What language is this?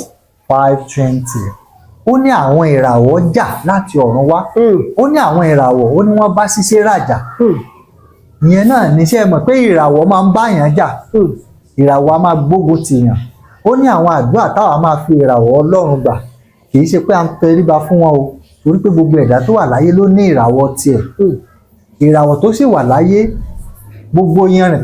Yoruba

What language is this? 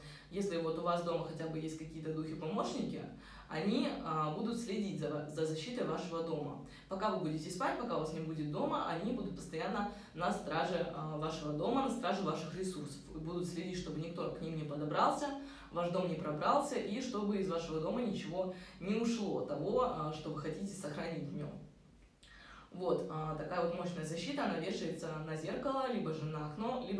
Russian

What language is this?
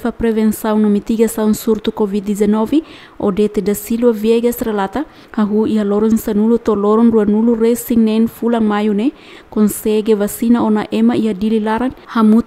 Tetum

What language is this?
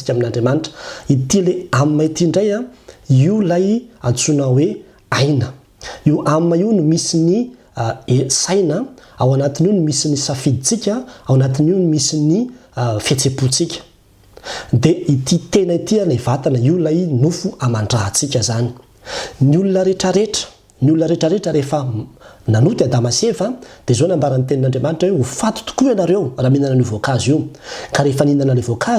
Malagasy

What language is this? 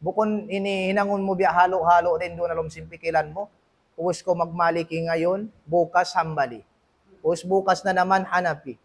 Tausug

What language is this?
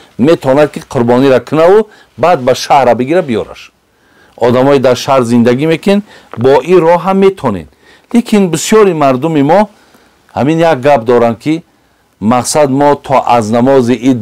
Tajik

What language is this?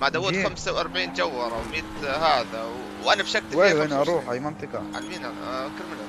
North Levantine Arabic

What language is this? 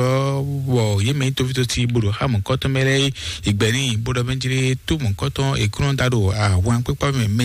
Fon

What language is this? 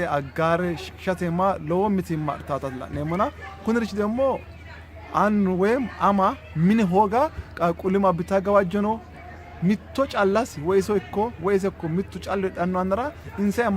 Sidamo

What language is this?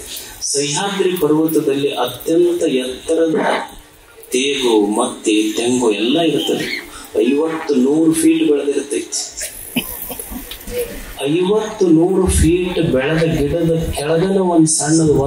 Kannada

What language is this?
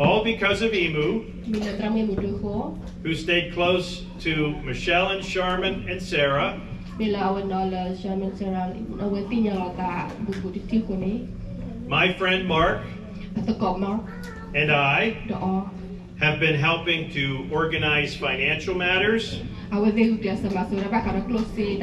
S'gaw Karen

